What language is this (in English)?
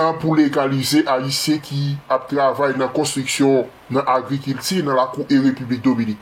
Haitian Creole